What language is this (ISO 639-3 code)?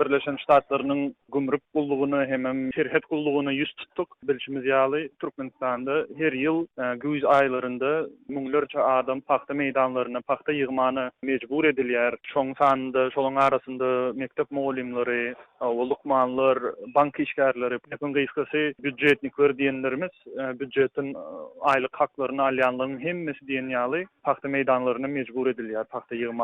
tuk